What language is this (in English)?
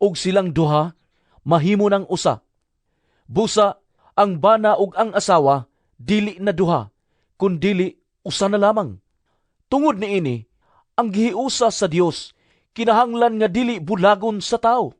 Cebuano